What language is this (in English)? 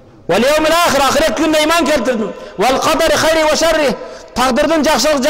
Kyrgyz